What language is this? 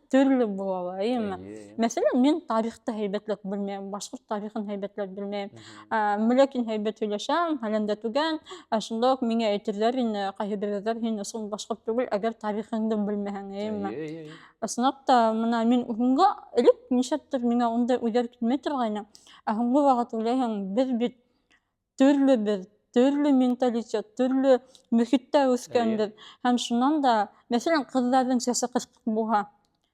Bashkir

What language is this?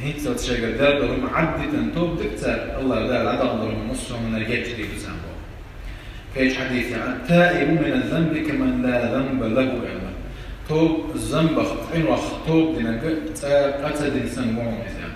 Chechen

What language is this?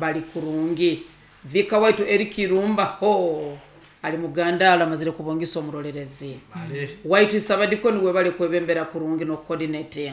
Nyoro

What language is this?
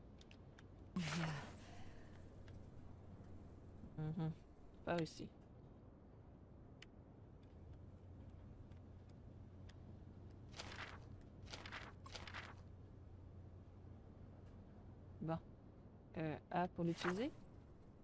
French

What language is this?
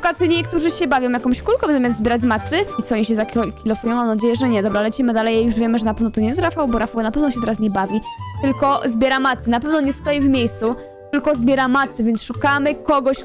Polish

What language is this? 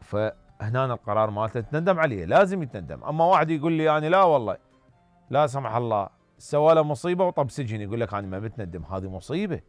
Mesopotamian Arabic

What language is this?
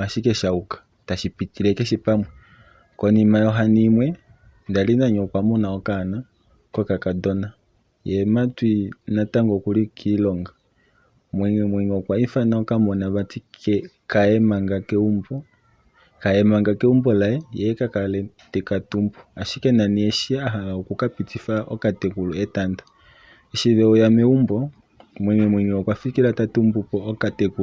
Kuanyama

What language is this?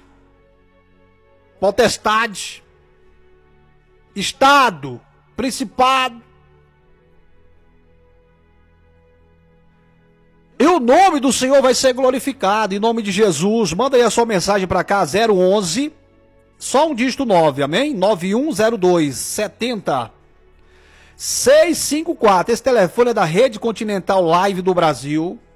Portuguese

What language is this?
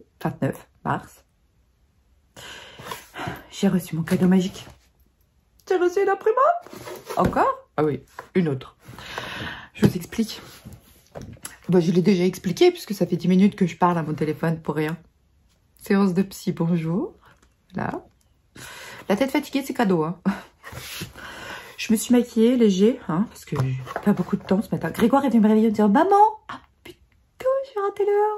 French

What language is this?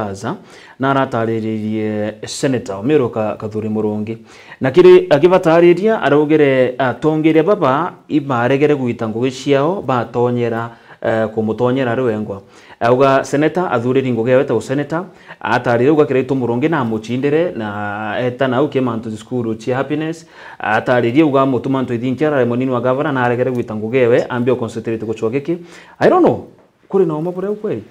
Meru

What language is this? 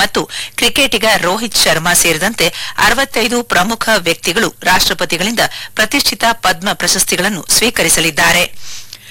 Kannada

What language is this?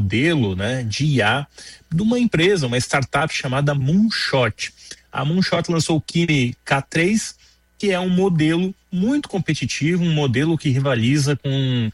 Portuguese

